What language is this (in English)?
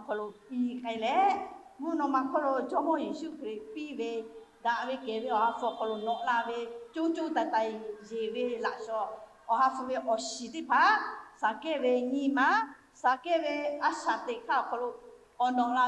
Lahu